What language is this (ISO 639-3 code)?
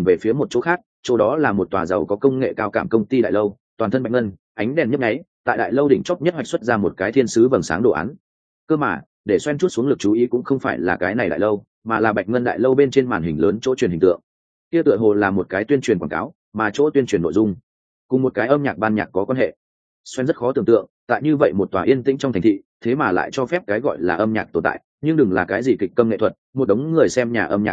vie